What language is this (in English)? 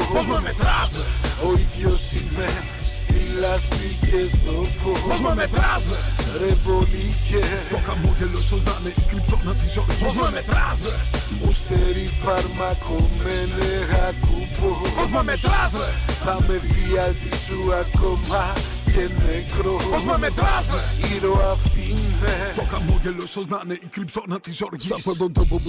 Greek